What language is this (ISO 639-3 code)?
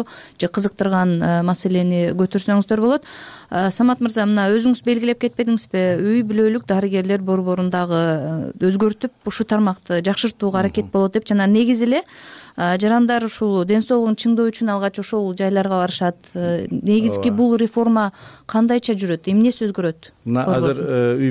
kir